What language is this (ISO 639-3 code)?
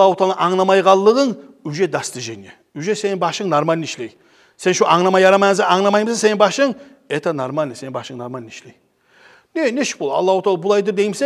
kum